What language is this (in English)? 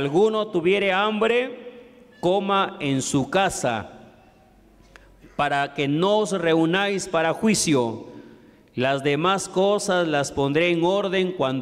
Spanish